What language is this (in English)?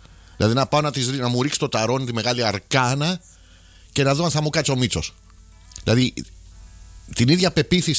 Greek